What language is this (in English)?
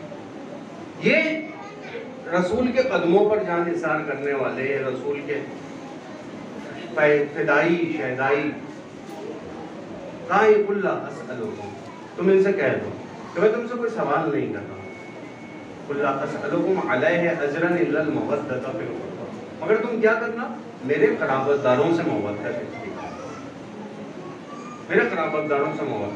Urdu